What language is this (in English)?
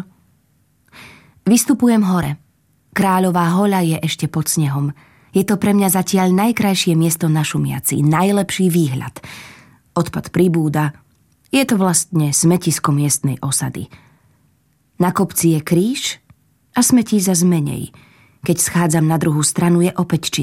Slovak